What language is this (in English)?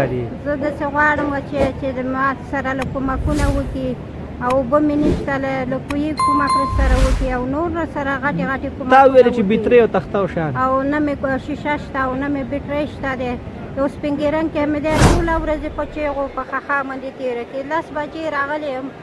Pashto